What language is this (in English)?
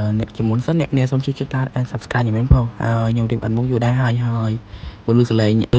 Khmer